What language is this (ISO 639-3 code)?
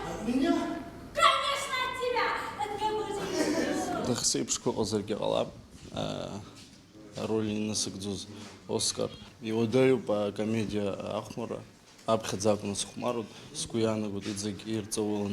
abk